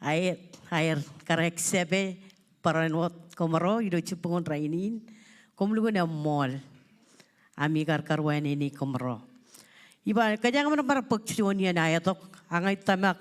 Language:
Marshallese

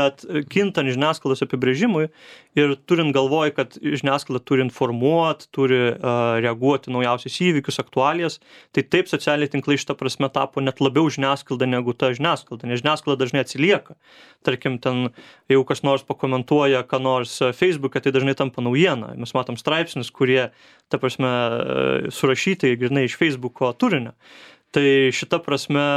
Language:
Lithuanian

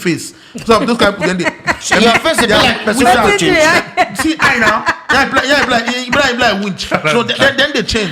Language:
Nigerian Pidgin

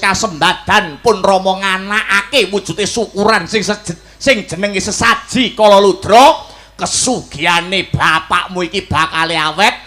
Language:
Javanese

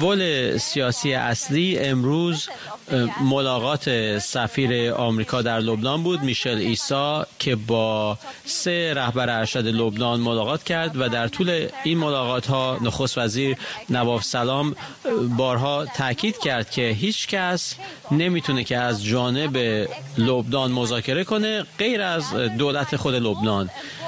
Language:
Persian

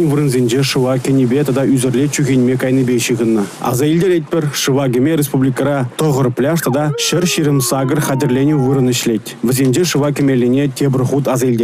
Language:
Chuvash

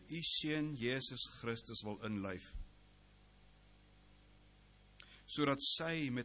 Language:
Afrikaans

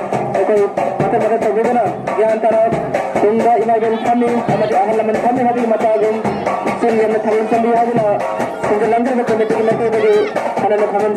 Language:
Manipuri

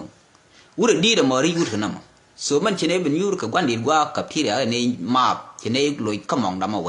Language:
Nuer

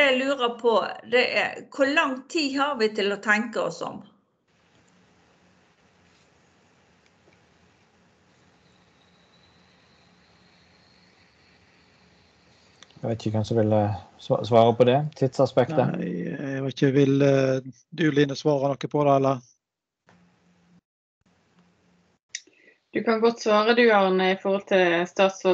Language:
Norwegian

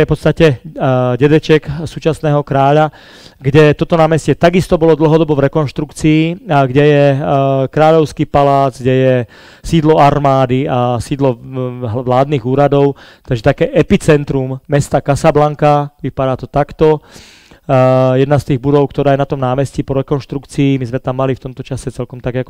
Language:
Slovak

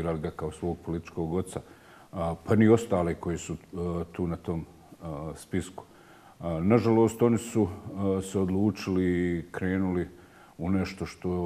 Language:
Bosnian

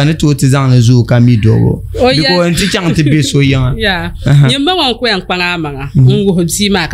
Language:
Dagbani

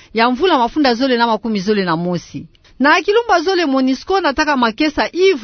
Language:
Kituba (Democratic Republic of Congo)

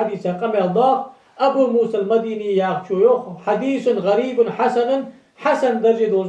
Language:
Ingush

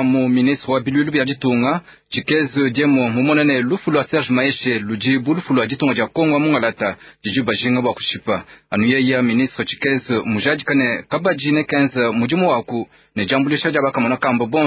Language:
Luba-Lulua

